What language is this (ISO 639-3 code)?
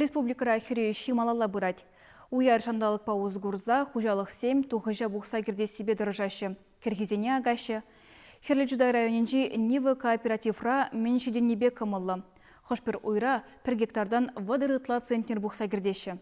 chv